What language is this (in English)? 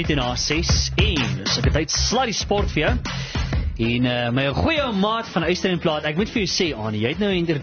Afrikaans